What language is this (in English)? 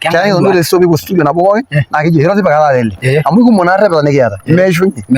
Masai